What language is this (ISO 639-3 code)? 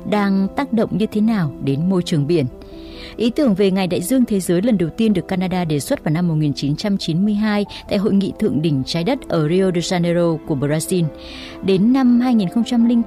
vie